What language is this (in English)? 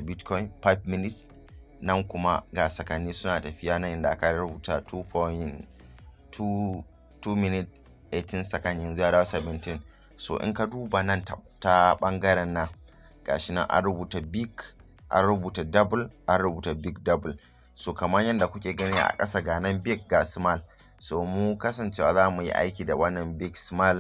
Hausa